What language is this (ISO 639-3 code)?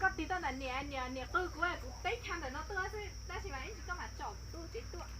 hmn